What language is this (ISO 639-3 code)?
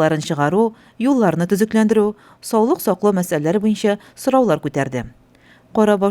tat